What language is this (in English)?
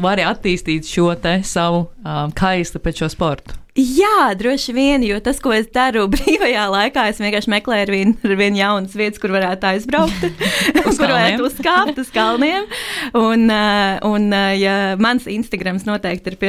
Latvian